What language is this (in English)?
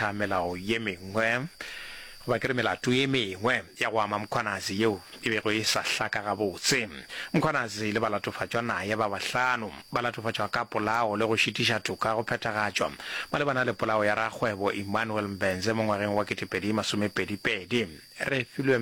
Northern Sotho